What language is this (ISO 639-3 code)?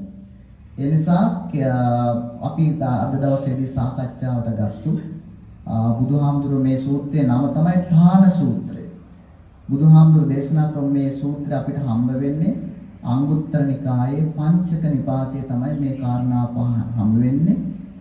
sin